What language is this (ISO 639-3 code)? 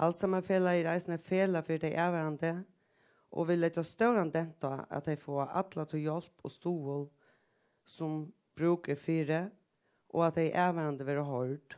fao